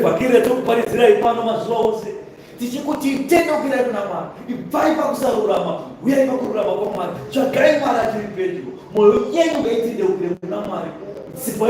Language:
Shona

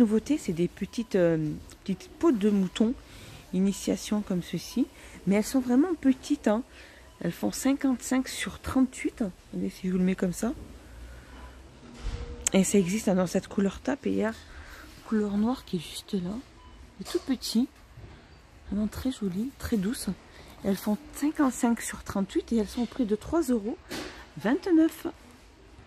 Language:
French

